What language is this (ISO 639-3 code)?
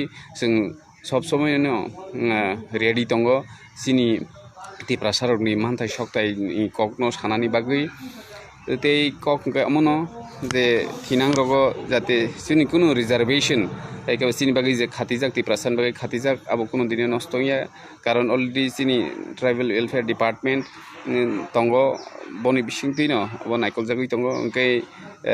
trp